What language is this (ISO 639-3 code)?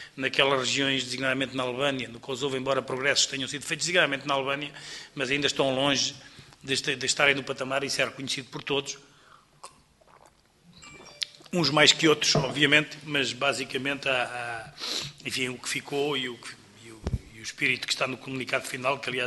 por